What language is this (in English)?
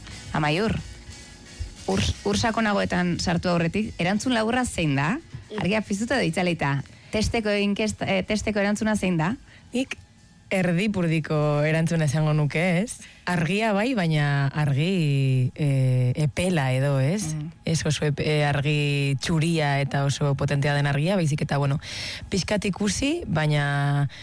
Basque